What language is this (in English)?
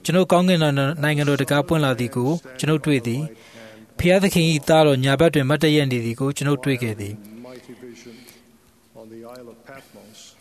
Burmese